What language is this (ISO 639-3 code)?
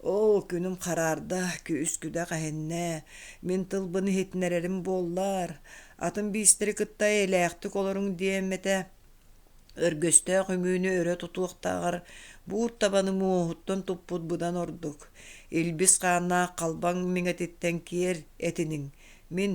sah